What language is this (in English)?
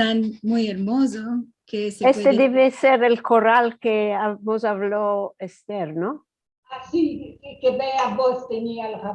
Ladino